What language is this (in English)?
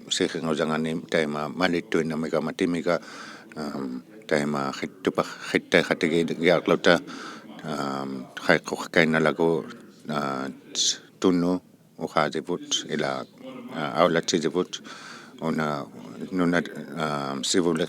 Inuktitut